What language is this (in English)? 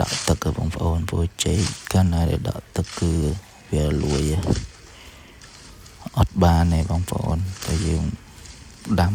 Khmer